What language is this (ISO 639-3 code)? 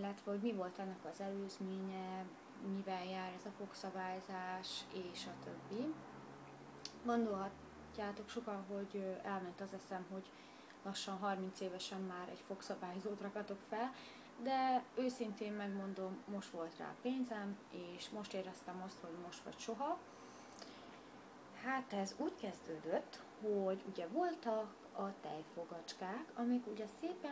hun